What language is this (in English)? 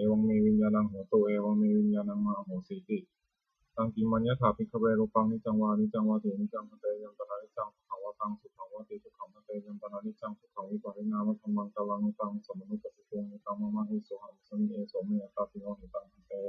Pali